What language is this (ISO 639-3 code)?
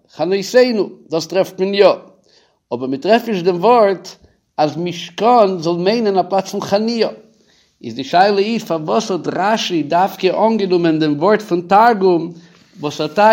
yid